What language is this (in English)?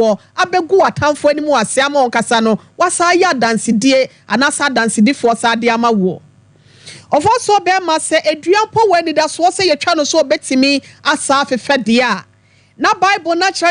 Akan